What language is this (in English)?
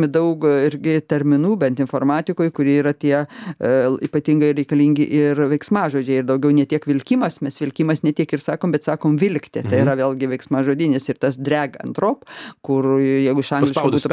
Lithuanian